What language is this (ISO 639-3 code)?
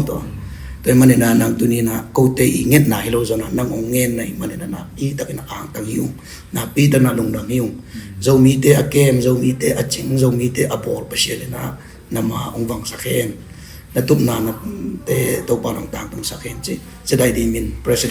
ctd